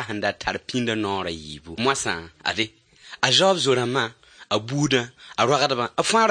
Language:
Mossi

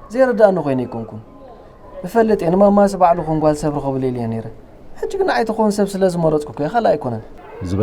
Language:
Tigrinya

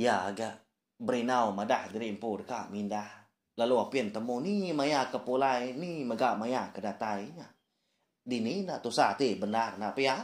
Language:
Iban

